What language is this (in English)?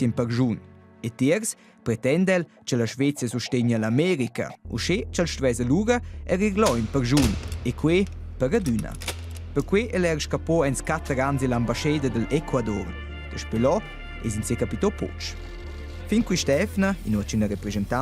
Romansh